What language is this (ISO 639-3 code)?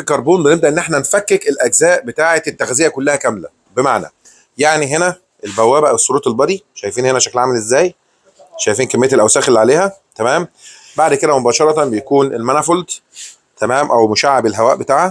arz